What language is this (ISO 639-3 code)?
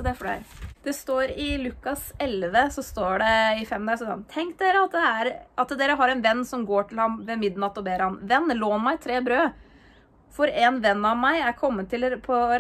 nor